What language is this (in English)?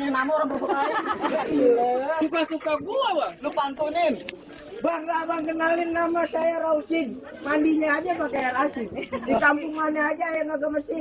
Betawi